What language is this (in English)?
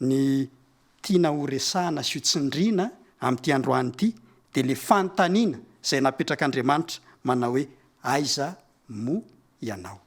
Malagasy